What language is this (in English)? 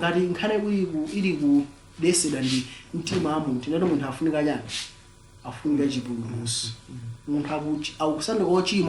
Nyanja